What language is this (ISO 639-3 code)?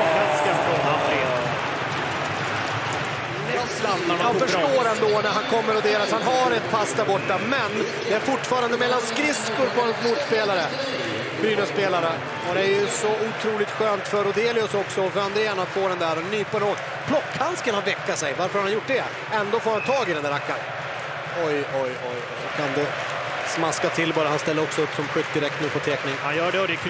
swe